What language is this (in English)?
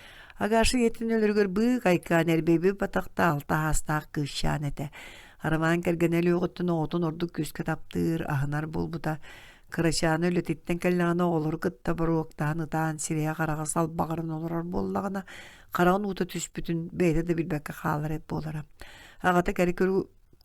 Yakut